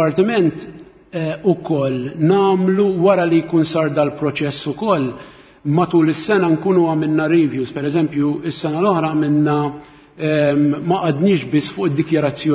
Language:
Maltese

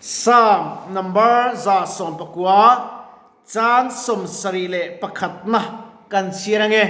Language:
Mizo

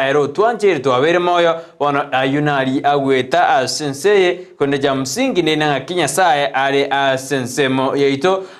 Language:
Gusii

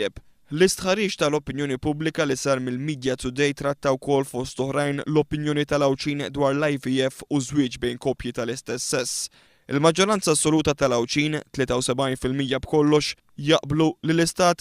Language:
Maltese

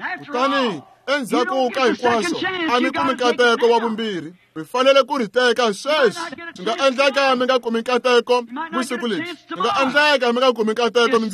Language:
Tsonga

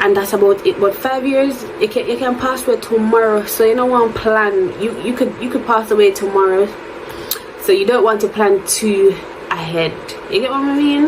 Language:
Jamaican Creole English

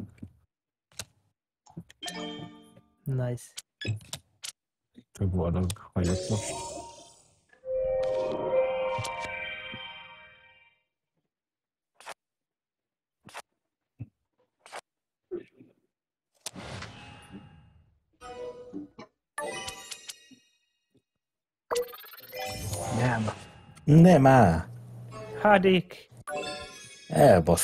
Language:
Hungarian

